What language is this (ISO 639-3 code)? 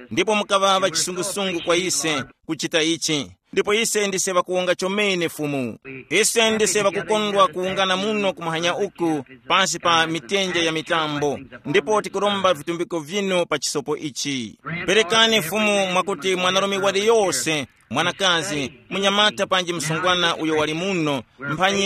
tum